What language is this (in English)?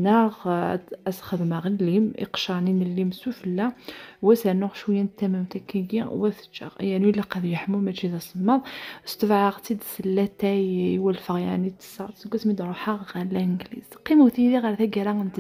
Kabyle